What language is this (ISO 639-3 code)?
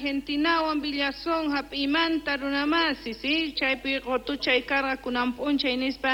quh